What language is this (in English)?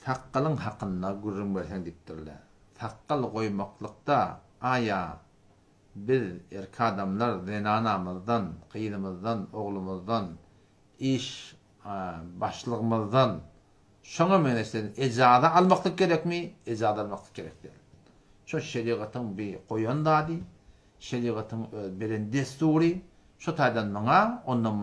Turkmen